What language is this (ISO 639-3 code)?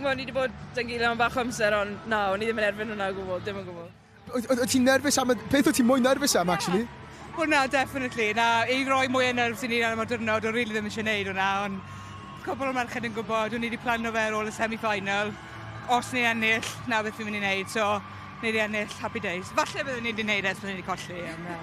cym